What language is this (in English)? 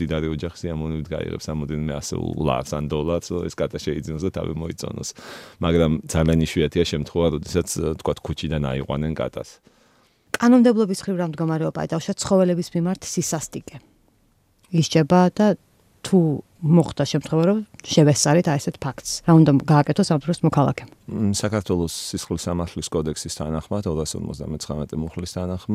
Georgian